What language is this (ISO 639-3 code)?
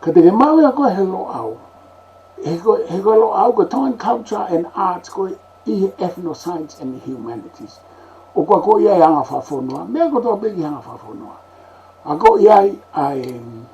ton